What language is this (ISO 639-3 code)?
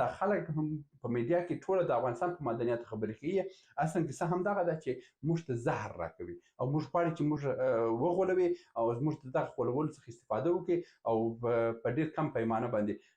pus